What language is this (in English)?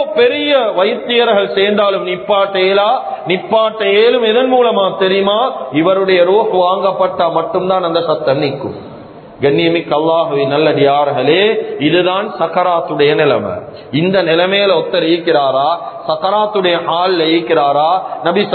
Tamil